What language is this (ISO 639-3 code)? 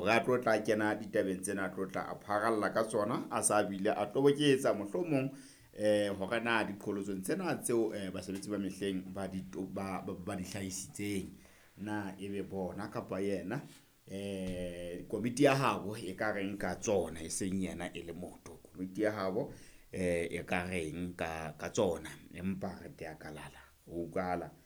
sot